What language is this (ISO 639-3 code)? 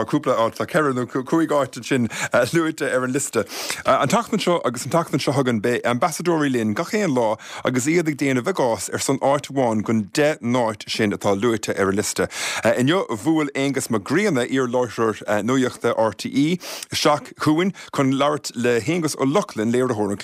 gle